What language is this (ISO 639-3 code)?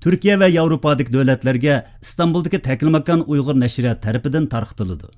uig